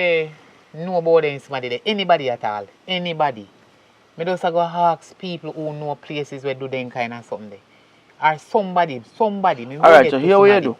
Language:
Jamaican Creole English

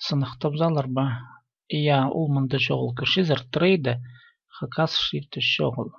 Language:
Khakas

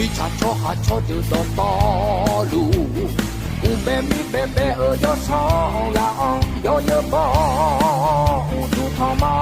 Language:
Akha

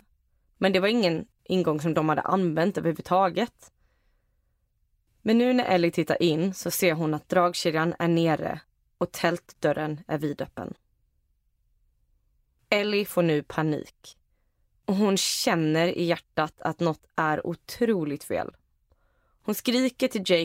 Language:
Swedish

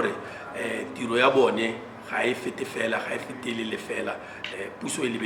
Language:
Tswana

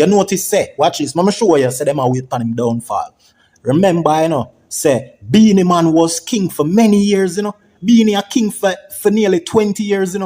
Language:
Jamaican Creole English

